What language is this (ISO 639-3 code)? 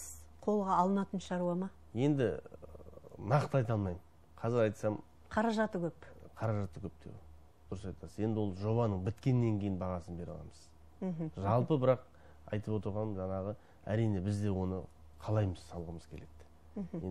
kaz